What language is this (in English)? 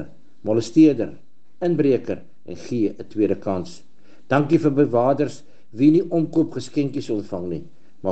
Afrikaans